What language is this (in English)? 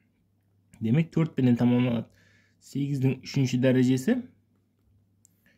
Kazakh